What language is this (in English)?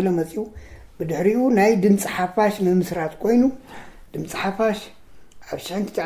Tigrinya